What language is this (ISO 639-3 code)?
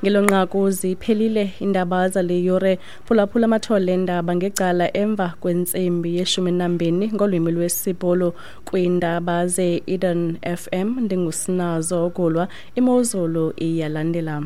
xho